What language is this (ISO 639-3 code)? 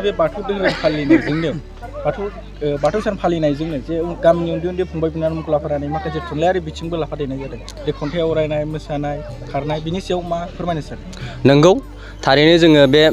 brx